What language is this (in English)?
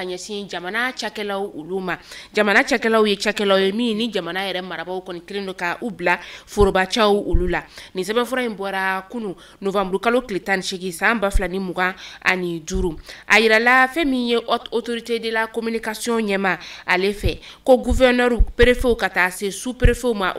Bambara